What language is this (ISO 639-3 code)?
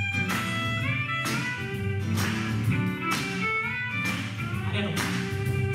jpn